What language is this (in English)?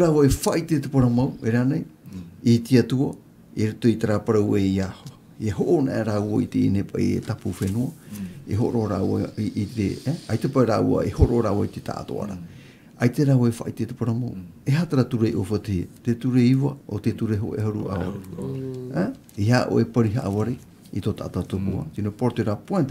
Tahitian